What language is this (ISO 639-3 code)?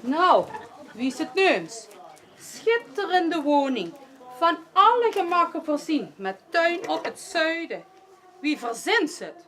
lim